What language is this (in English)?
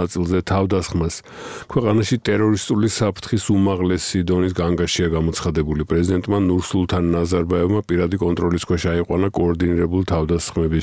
Georgian